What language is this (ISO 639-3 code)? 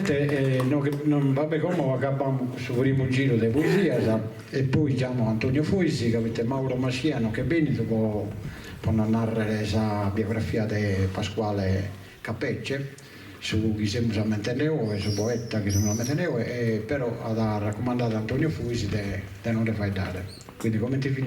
srd